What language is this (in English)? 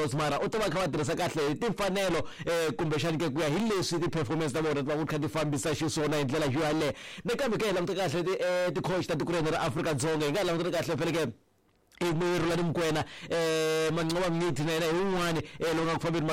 Tsonga